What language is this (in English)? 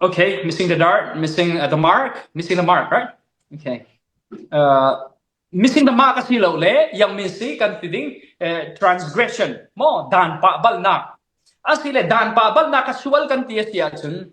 Falam Chin